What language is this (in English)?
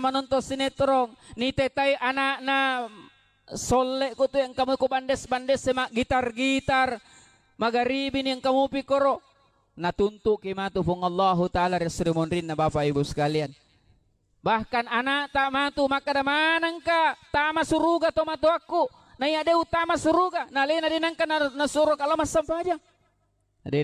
Buginese